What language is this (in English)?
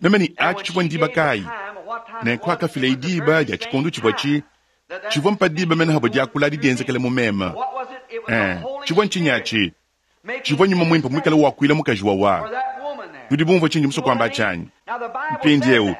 Luba-Lulua